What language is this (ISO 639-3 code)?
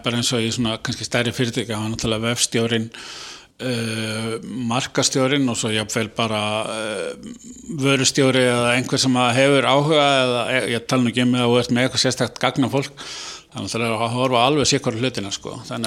isl